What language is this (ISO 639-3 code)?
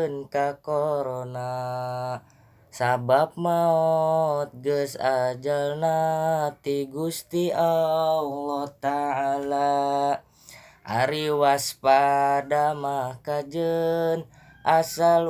sun